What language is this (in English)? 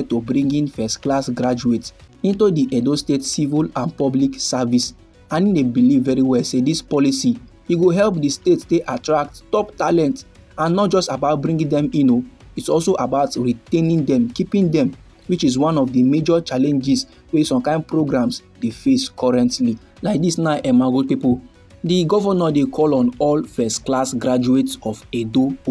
Nigerian Pidgin